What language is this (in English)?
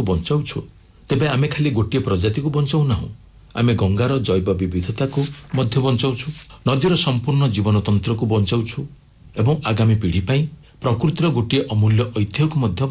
Odia